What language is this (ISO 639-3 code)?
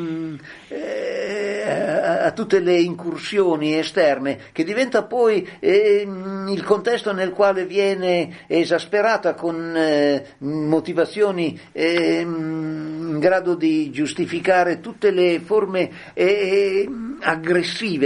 ita